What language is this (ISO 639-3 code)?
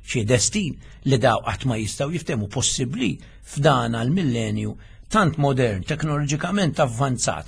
mlt